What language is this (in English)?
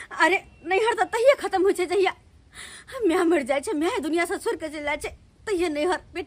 Maithili